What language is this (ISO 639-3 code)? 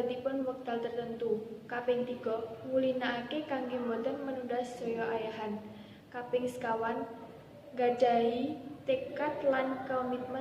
jav